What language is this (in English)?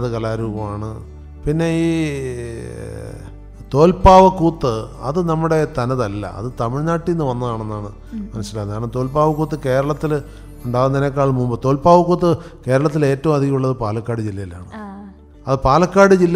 Malayalam